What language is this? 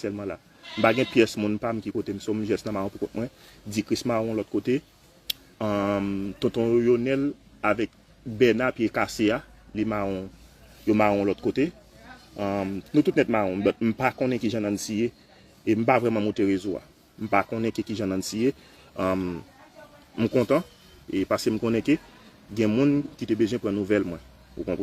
Haitian Creole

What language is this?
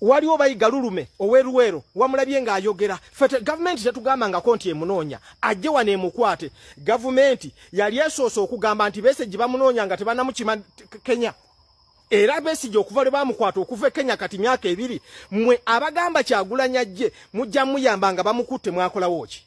Ganda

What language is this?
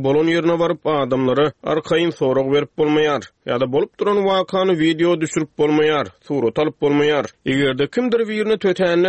Turkmen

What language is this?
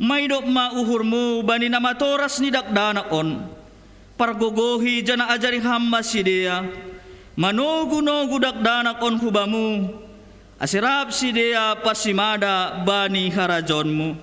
Batak Simalungun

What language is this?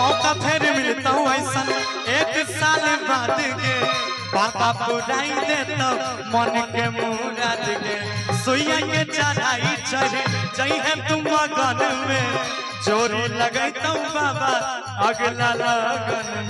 Maithili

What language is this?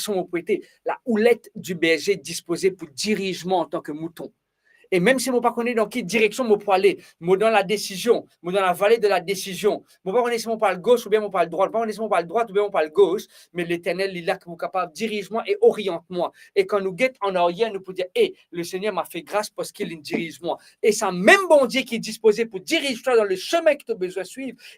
Morisyen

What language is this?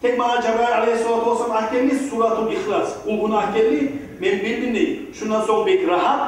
Kumyk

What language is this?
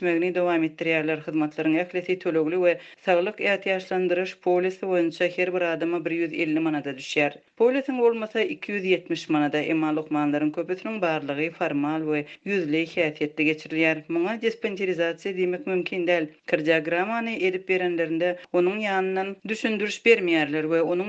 Turkmen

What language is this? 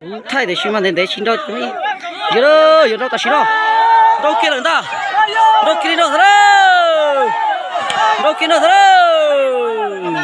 Hmong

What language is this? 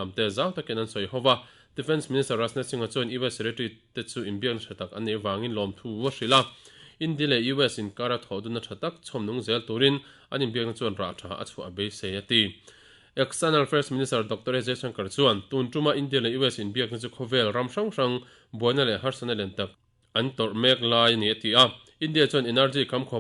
Mizo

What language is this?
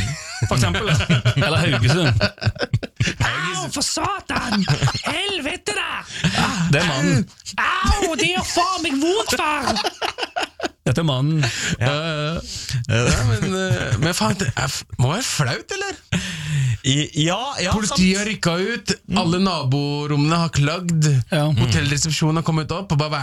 Norwegian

